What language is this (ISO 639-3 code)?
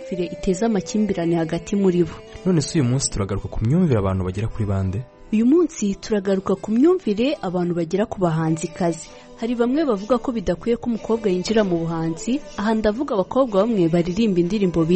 kin